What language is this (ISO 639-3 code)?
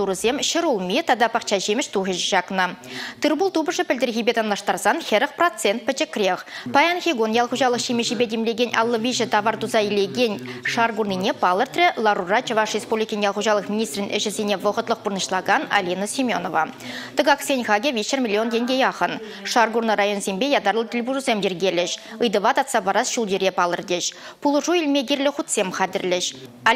chv